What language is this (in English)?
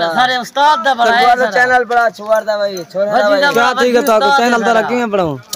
Saraiki